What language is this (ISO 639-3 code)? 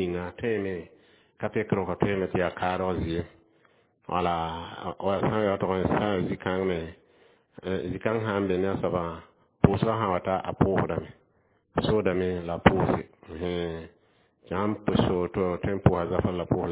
mos